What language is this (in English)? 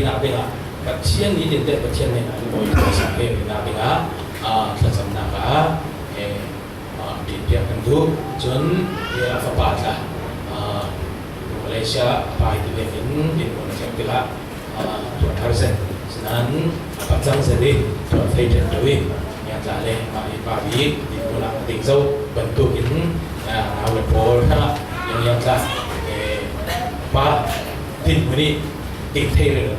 Falam Chin